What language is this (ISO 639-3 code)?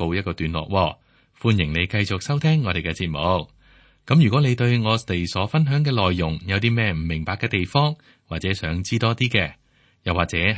yue